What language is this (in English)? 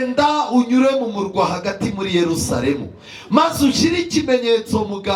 Kinyarwanda